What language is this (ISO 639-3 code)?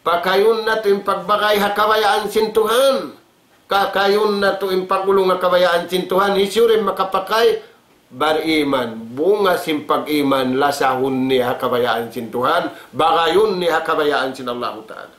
tsg